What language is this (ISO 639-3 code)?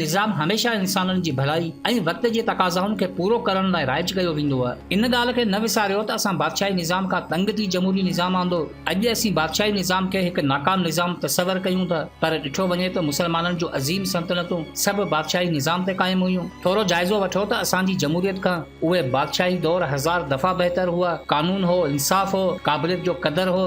snd